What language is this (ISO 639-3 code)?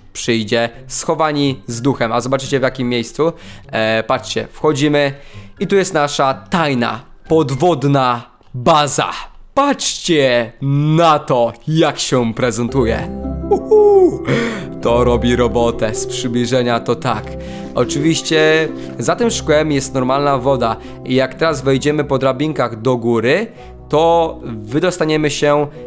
pol